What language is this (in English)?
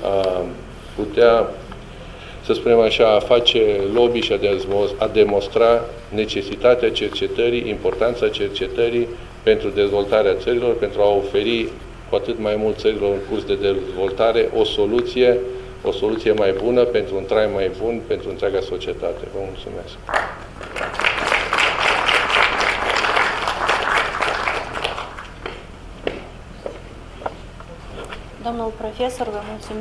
Romanian